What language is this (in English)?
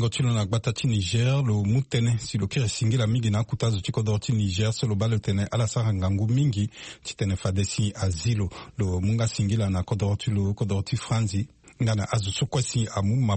Sango